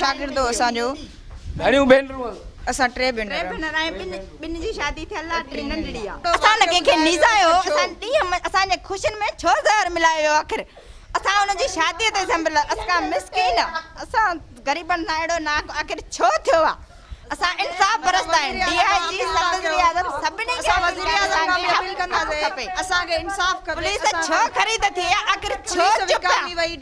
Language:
Sindhi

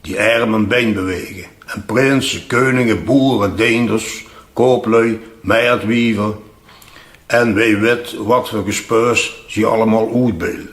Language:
Limburgish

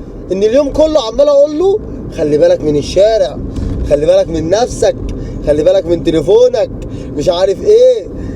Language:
Egyptian Arabic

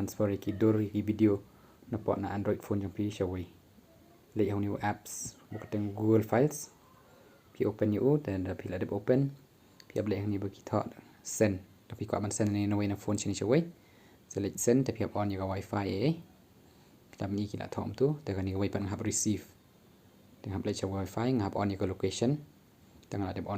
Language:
Khasi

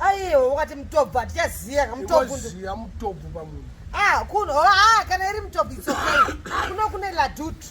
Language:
Shona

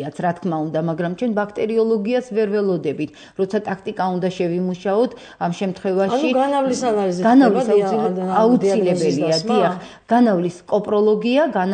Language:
Georgian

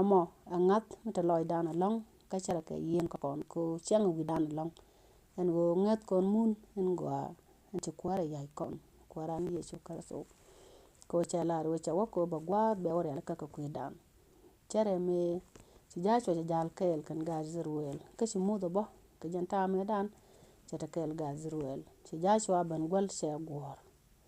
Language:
Nuer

